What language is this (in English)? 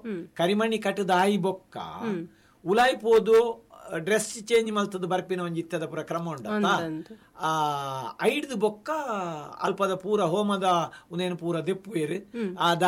Tulu